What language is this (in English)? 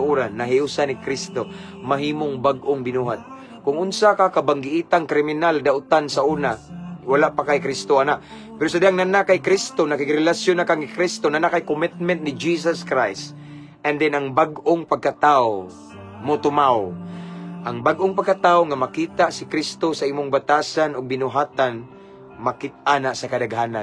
Cebuano